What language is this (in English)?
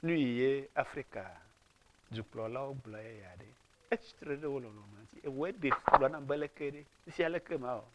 Ewe